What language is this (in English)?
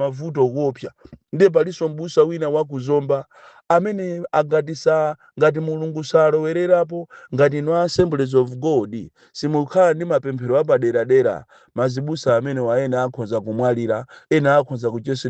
Nyanja